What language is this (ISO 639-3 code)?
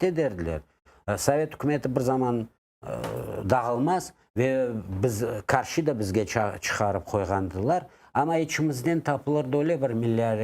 crh